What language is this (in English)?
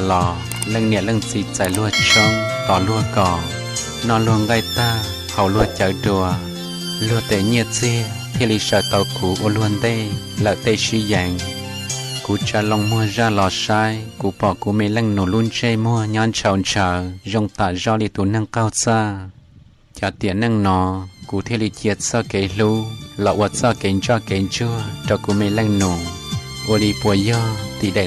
Hmong